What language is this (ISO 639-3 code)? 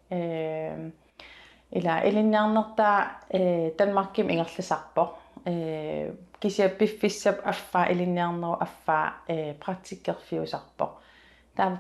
kal